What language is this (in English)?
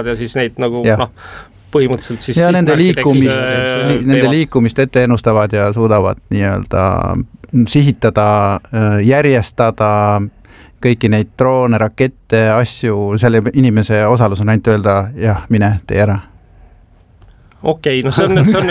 Estonian